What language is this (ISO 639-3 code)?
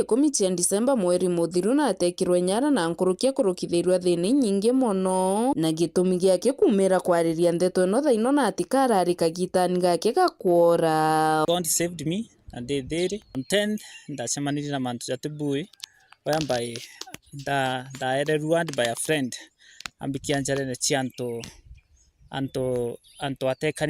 mer